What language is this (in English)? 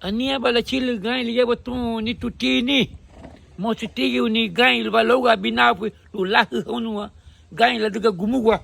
Garifuna